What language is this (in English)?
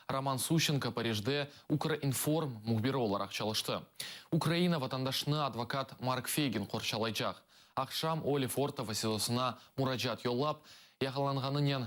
Crimean Tatar